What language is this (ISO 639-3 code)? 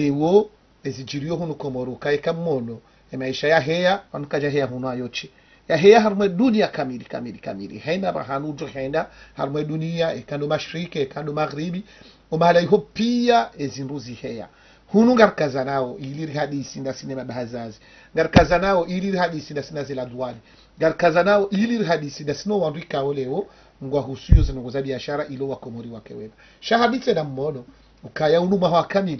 zdj